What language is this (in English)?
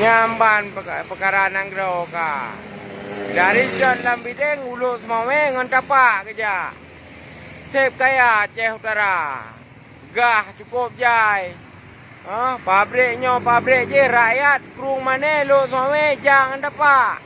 Achinese